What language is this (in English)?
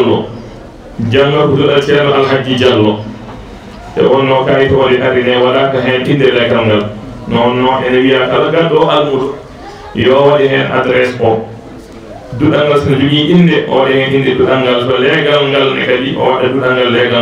Fula